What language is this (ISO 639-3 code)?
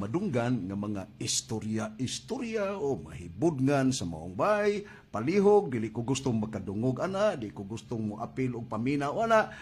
ceb